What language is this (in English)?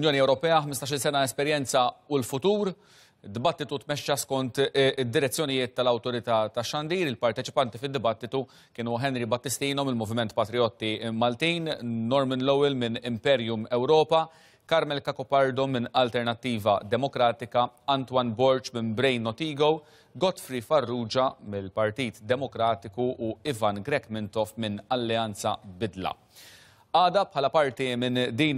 Maltese